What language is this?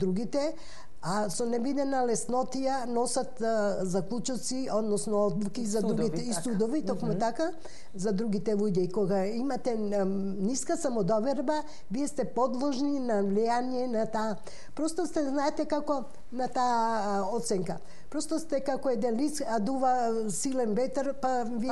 Macedonian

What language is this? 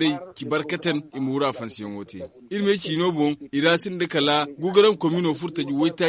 Zarma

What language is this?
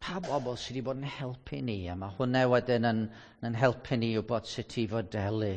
Welsh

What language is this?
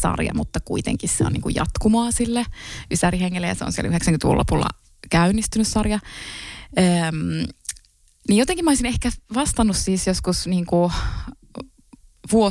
Finnish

